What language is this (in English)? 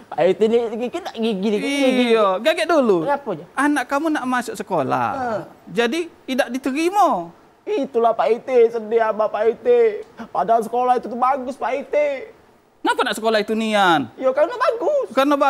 Musi